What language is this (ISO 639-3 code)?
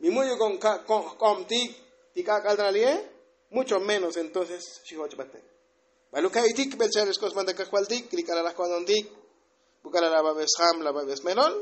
tzo